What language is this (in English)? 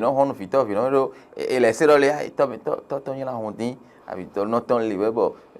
Fon